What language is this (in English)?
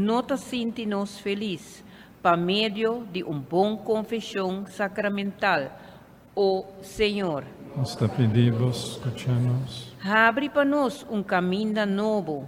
Papiamento